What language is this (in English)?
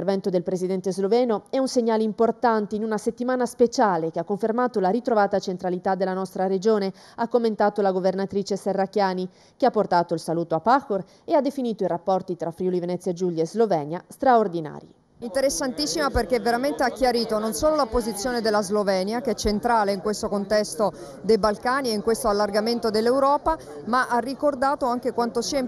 Italian